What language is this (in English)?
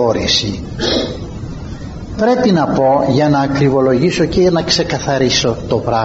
Greek